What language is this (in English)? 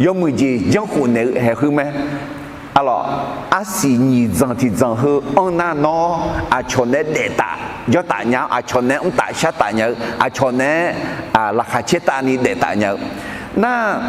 Akha